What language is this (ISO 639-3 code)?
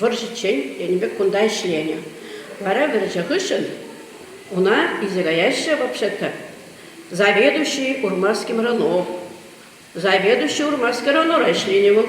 chv